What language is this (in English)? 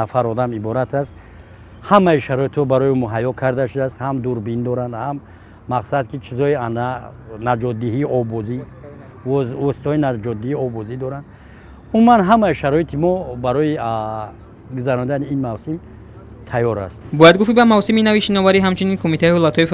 Tajik